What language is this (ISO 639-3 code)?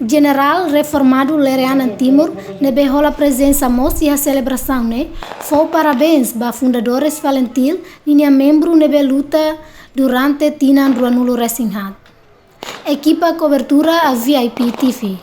tet